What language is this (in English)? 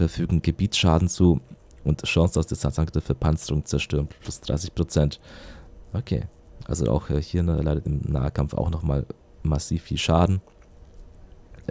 German